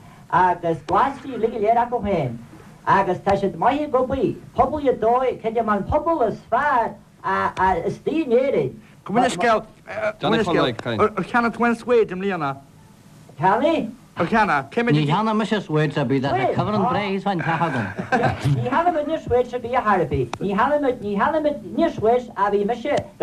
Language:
Irish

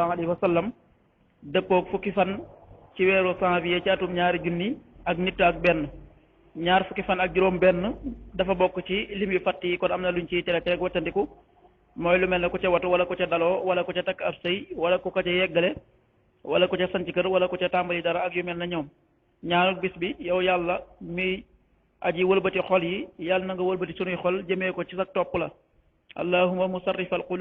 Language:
Wolof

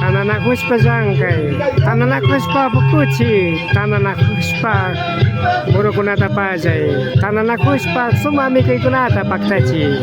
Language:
Imbabura Highland Quichua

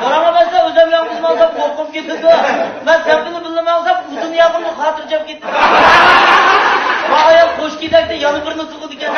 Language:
Uyghur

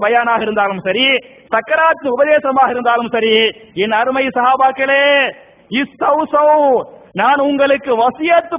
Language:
Tamil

